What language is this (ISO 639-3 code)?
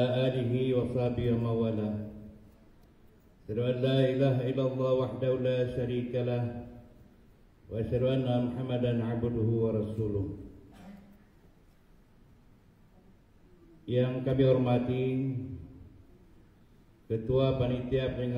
ind